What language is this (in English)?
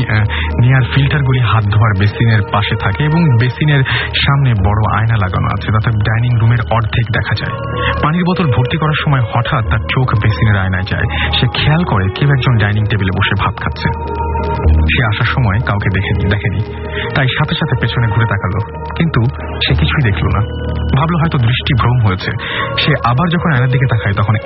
Bangla